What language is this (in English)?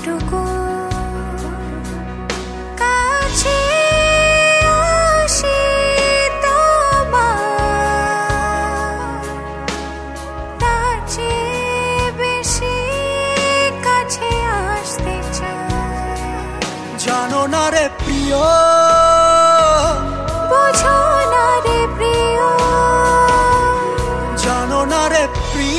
Bangla